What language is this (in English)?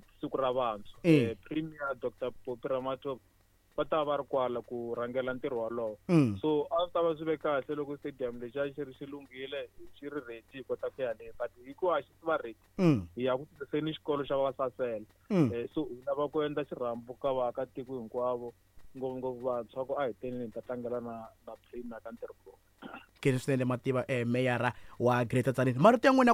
Tsonga